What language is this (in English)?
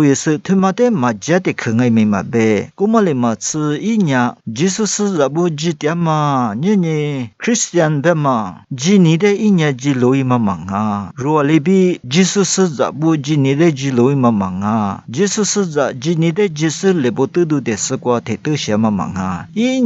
Lisu